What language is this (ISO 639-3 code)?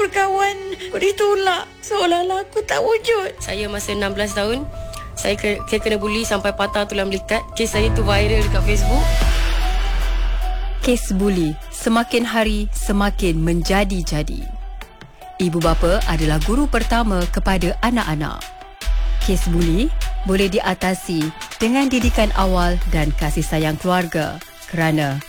msa